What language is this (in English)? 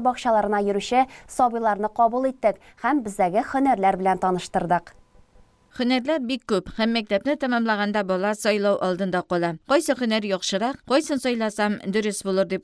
Tatar